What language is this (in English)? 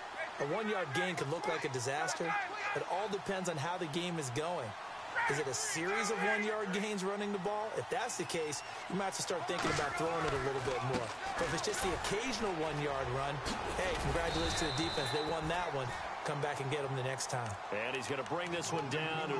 English